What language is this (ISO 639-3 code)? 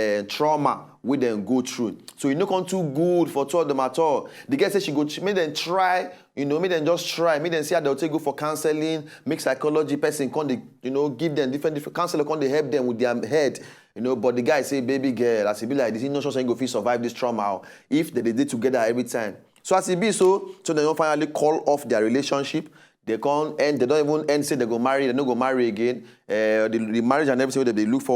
pcm